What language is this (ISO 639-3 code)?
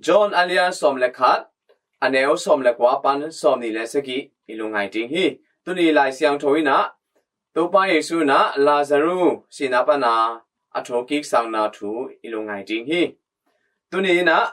ctd